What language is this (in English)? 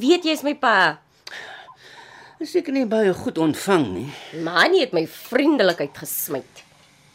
Afrikaans